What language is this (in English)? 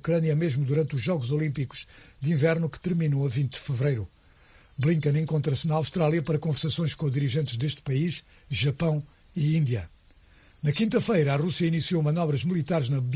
Portuguese